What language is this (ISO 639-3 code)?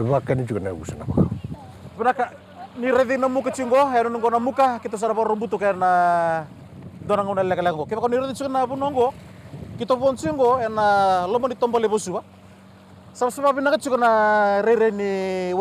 fij